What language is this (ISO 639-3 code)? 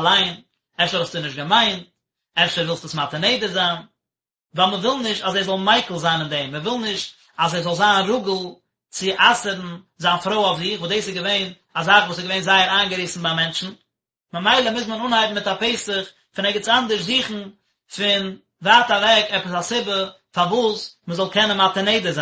yid